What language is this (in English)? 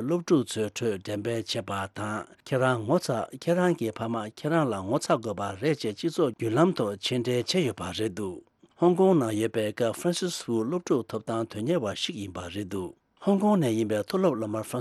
Tibetan